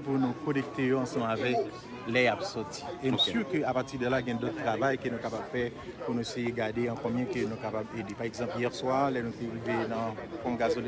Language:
Haitian Creole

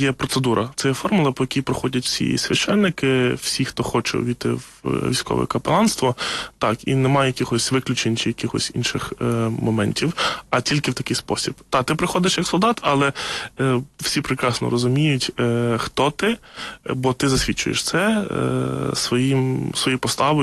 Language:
Ukrainian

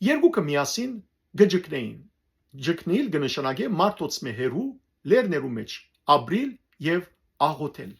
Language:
Western Armenian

